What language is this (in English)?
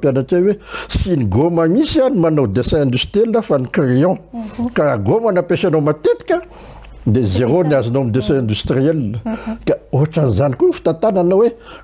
Malagasy